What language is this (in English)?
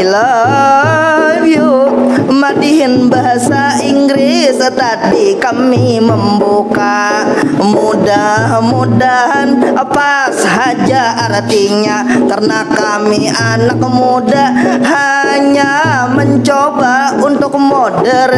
Banjar